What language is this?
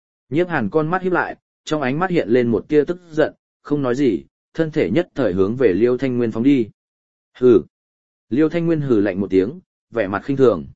Vietnamese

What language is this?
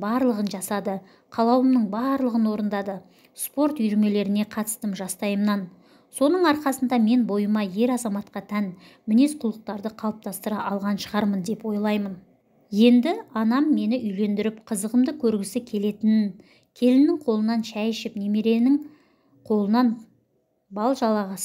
Kazakh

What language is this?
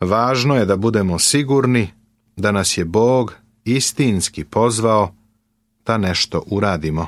Serbian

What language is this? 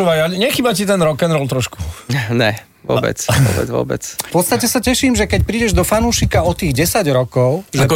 Slovak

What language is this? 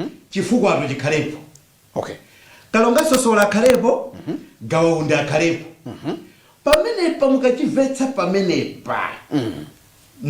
Nyanja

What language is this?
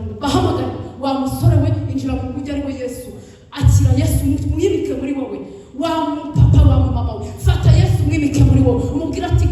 Kinyarwanda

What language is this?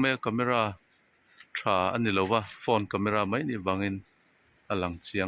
Mizo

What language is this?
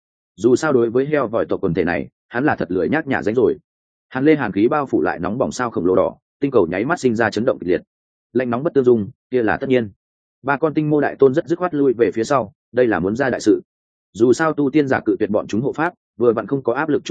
Vietnamese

